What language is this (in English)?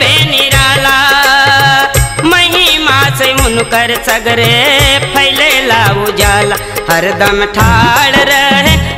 Bhojpuri